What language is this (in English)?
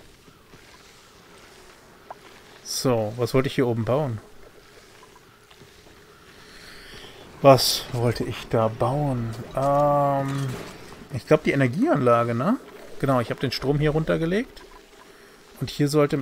German